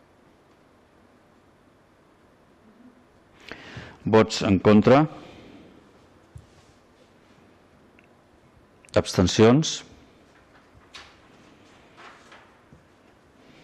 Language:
Catalan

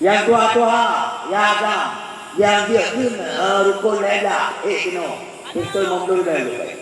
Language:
Achinese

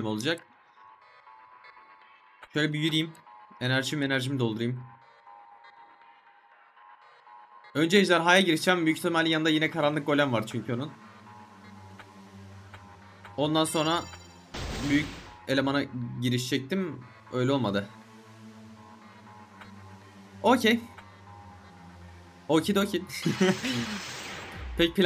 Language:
Turkish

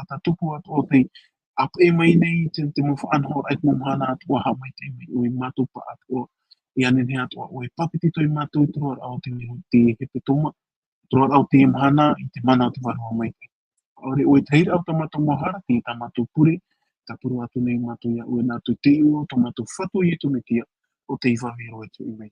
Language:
Tahitian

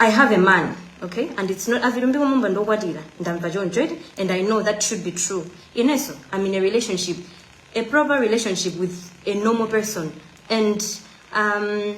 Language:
Nyanja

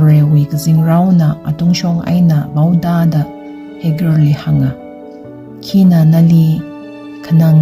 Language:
Tangkhul Naga (India)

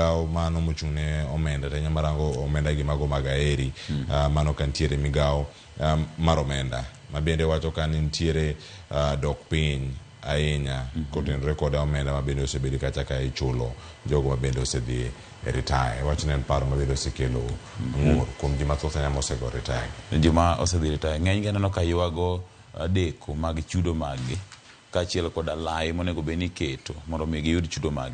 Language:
Luo (Kenya and Tanzania)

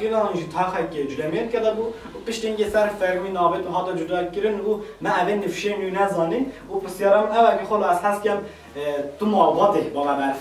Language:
Kurdish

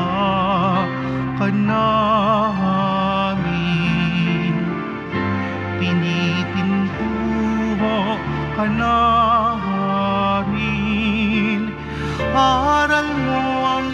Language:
Filipino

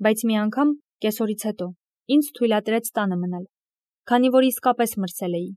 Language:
Armenian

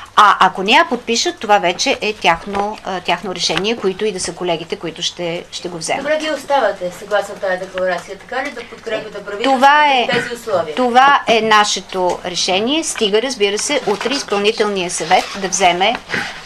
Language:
Bulgarian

